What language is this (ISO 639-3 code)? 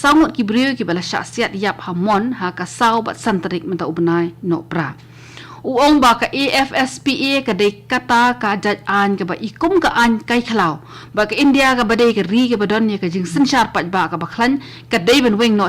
kha